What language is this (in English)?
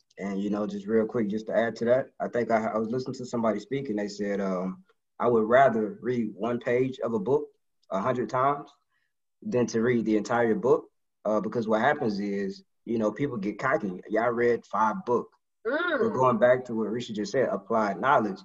English